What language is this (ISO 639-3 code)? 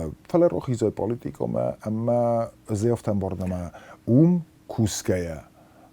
oss